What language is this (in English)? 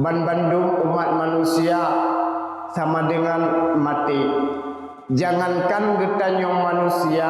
Achinese